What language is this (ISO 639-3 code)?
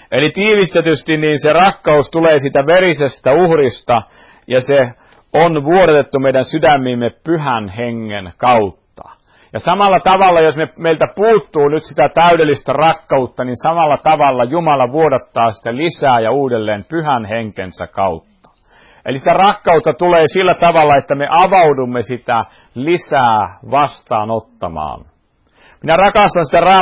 fin